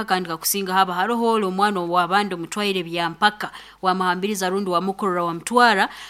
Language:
Nyoro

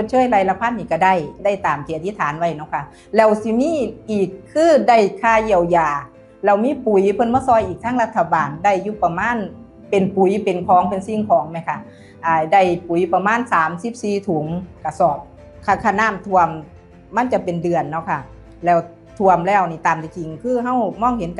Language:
Northeastern Thai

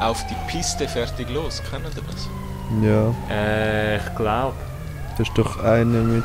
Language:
Swiss German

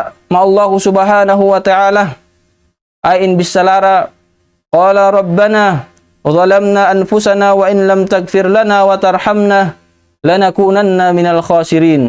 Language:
Tausug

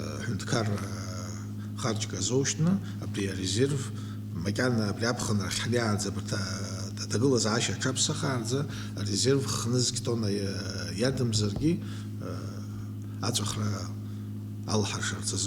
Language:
Abkhazian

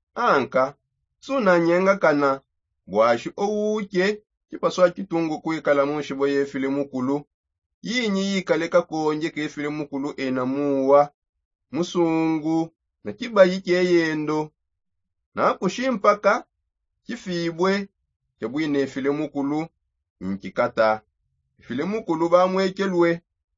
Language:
Songe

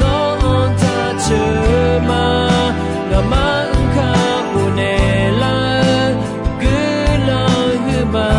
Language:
Akha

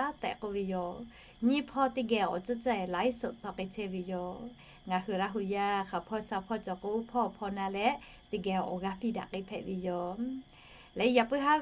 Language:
Lahu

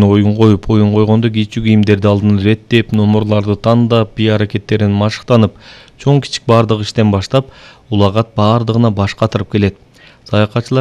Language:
Kyrgyz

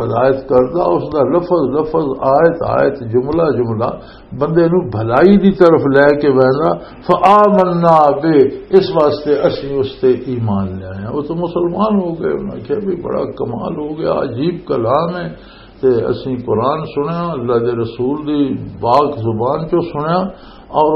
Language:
Western Panjabi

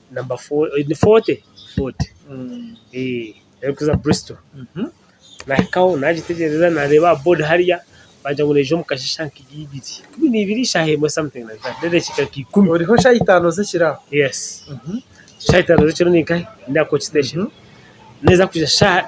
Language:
Nyankole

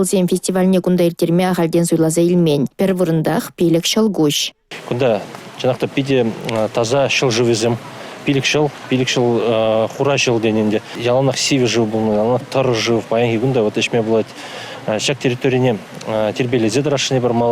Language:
Chuvash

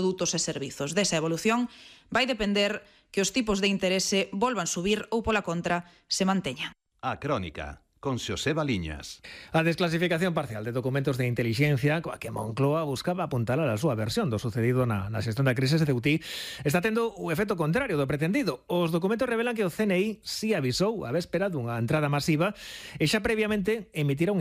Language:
Galician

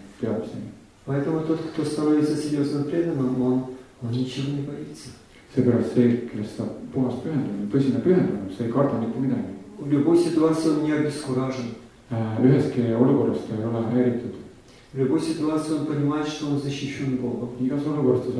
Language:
Estonian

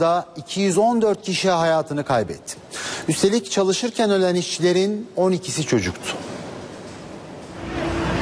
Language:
Turkish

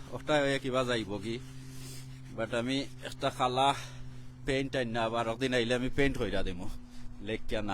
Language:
Sylheti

